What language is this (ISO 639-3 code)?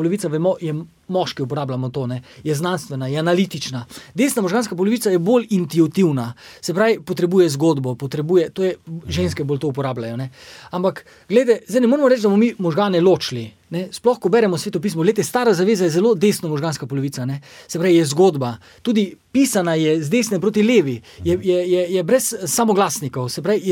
slv